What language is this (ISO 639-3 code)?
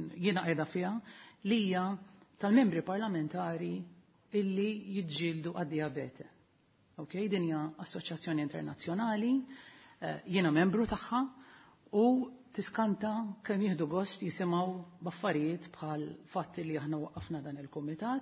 mlt